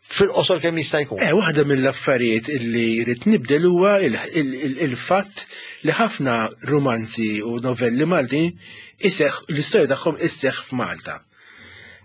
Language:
Maltese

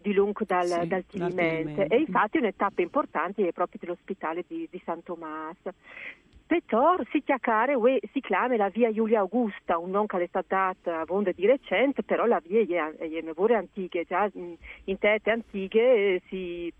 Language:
Friulian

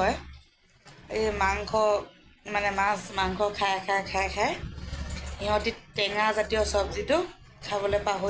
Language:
Assamese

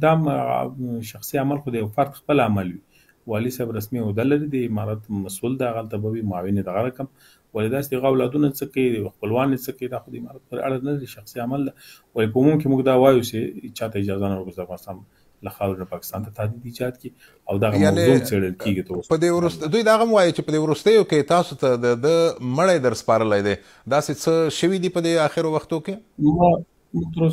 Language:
Pashto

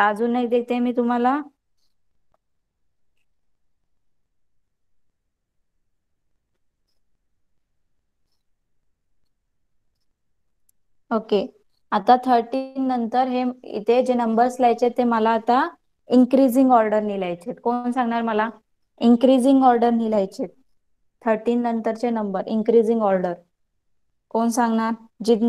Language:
Marathi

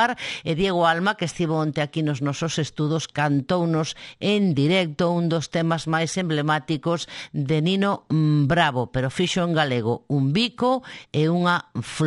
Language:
Galician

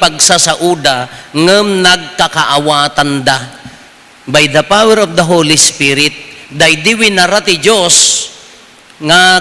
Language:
Iloko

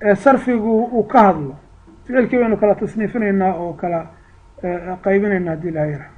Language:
Somali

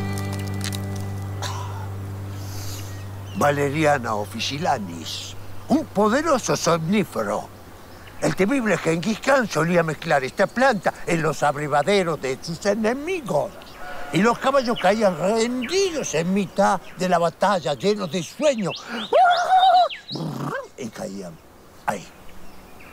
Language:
Spanish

